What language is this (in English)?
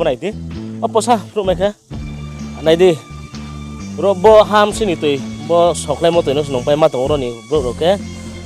Riang (India)